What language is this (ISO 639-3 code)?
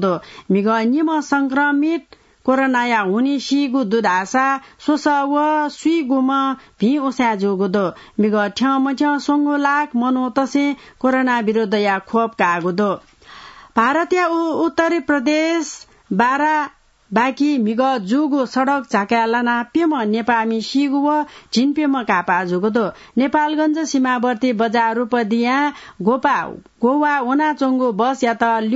new